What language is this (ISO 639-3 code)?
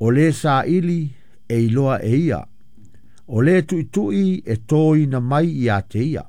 smo